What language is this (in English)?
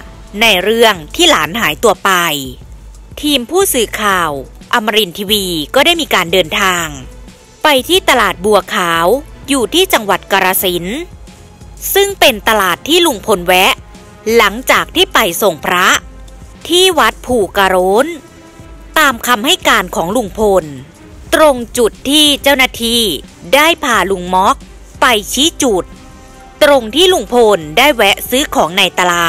Thai